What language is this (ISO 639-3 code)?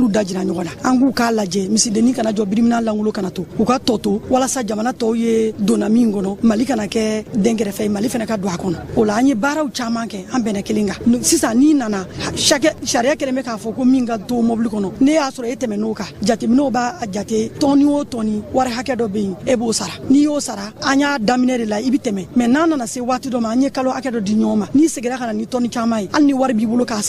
bam